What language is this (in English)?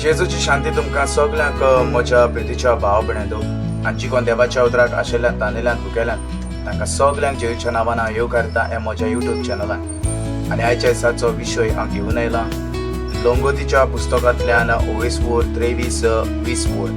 Konkani